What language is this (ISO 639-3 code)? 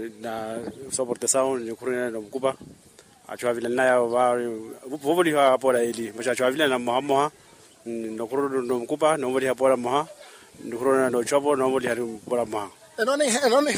vmw